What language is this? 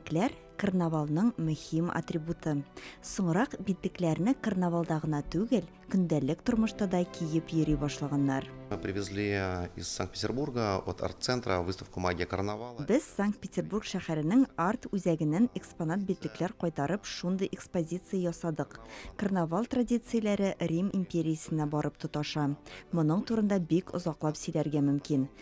Tatar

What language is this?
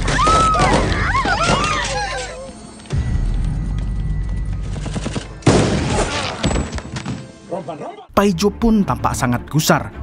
Indonesian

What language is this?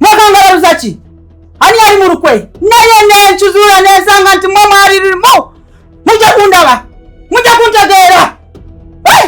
Ganda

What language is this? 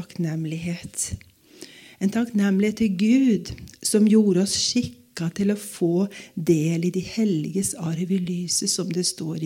Norwegian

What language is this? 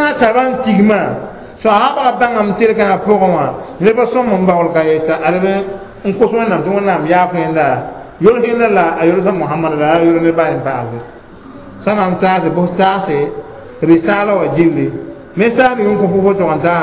Mossi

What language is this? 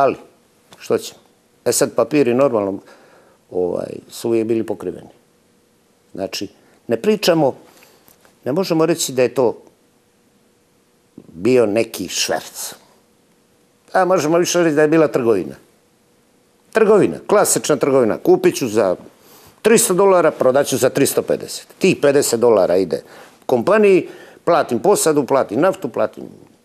Serbian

